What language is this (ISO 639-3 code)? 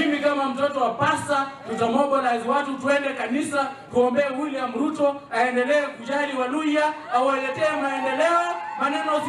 luo